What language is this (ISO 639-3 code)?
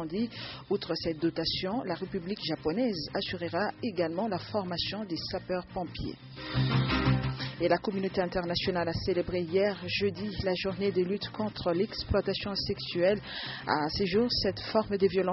fra